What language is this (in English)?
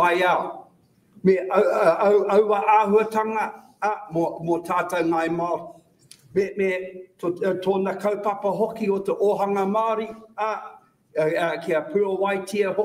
Māori